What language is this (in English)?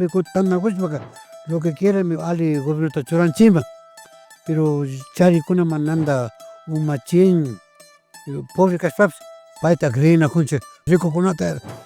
Imbabura Highland Quichua